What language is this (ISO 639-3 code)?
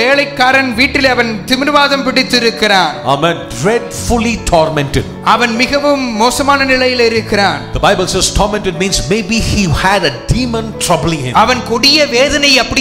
tam